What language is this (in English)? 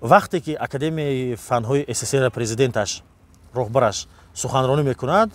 Tajik